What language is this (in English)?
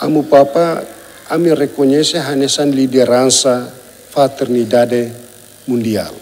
Tetum